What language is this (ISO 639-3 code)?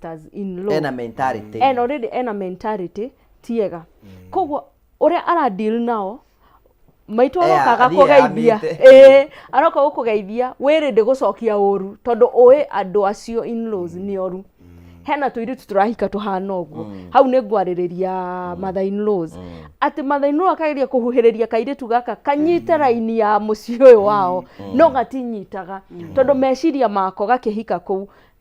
kik